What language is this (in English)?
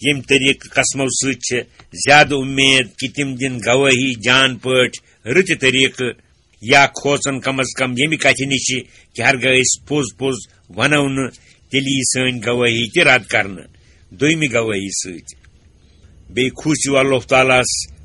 Kashmiri